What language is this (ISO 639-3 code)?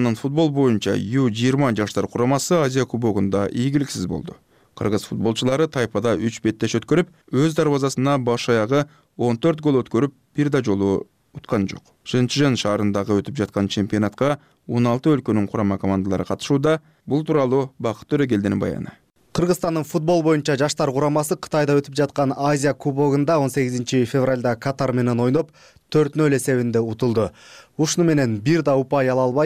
kir